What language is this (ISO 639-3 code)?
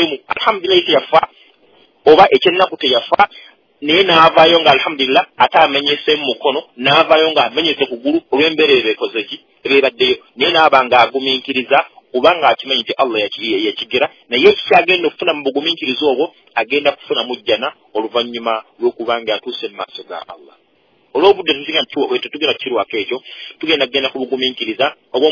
lug